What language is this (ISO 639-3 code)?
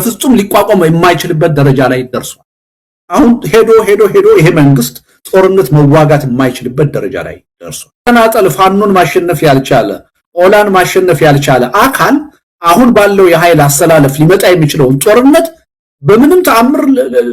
amh